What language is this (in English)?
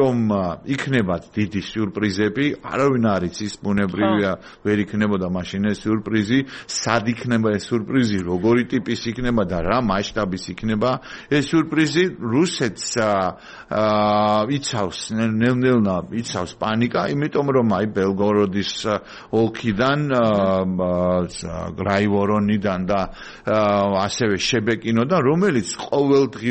Georgian